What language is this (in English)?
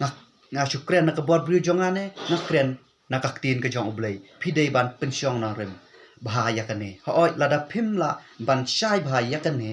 Khasi